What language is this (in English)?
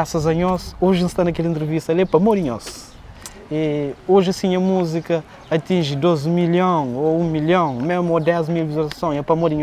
Kabuverdianu